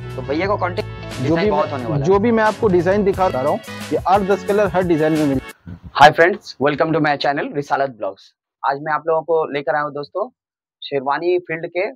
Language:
Hindi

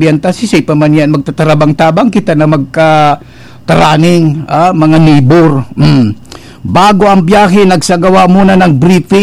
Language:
Bikol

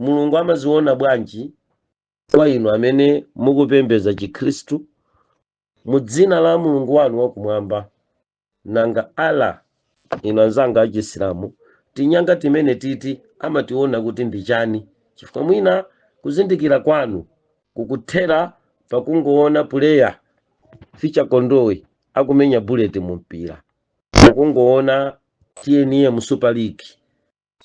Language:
Nyanja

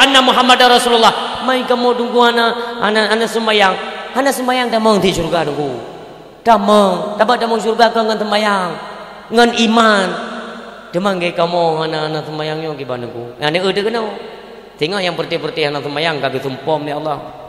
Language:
Achinese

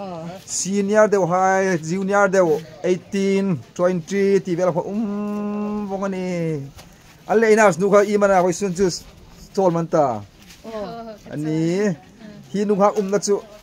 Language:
Hmar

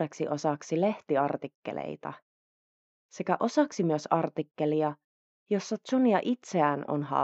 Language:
Finnish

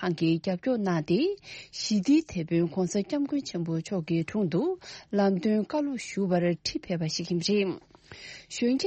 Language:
Tibetan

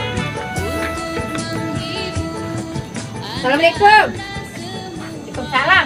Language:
Betawi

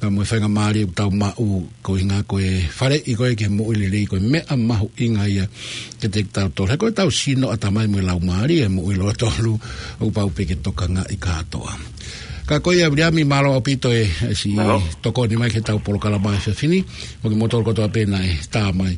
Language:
Tongan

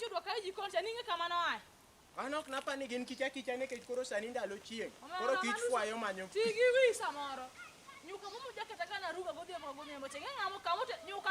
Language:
Luo (Kenya and Tanzania)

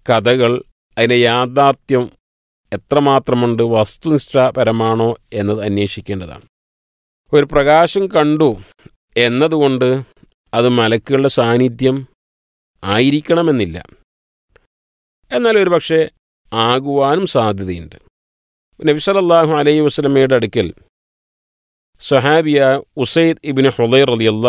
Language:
Malayalam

